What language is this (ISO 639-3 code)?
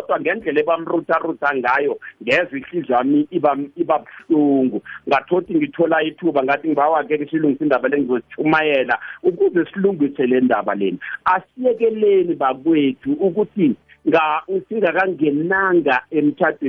nbl